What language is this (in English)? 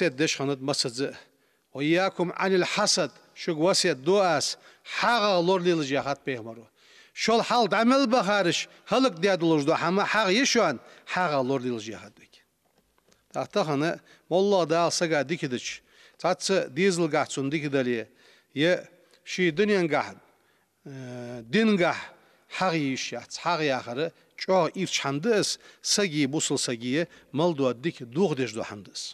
Ingush